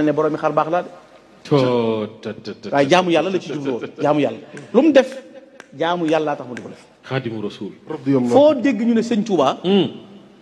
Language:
Wolof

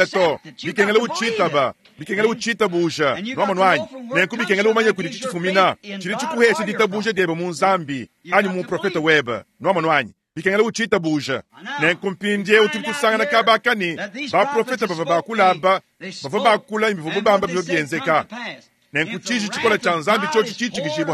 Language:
Luba-Lulua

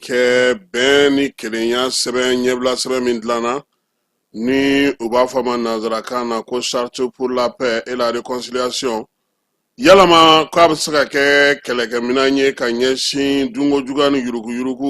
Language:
Bambara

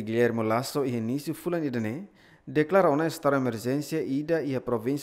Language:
Tetum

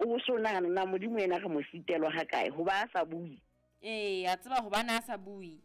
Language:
Southern Sotho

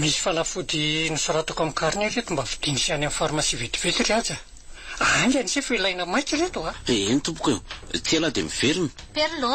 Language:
Malagasy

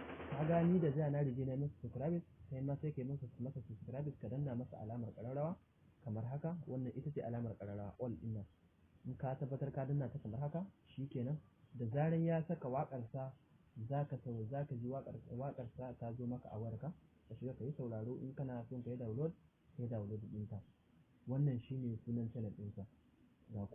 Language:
Hausa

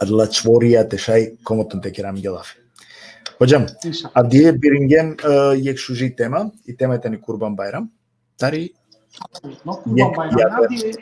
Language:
Balkan Romani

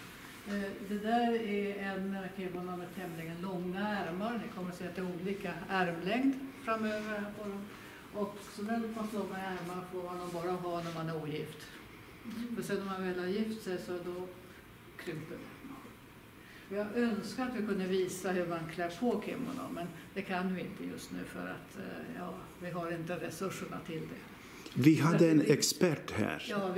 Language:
Swedish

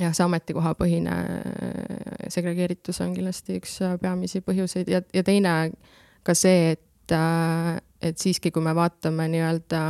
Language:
Estonian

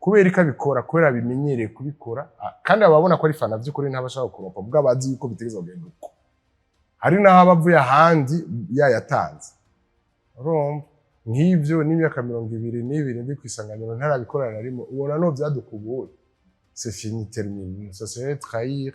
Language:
Rundi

